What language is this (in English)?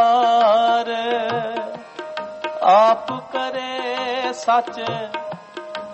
Punjabi